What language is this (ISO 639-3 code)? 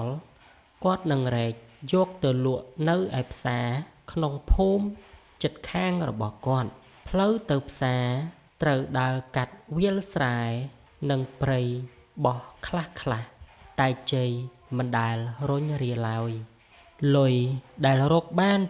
khm